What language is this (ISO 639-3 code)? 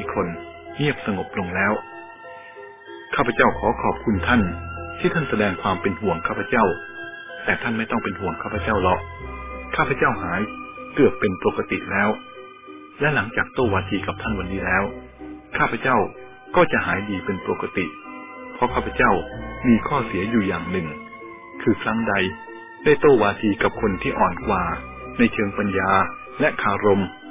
tha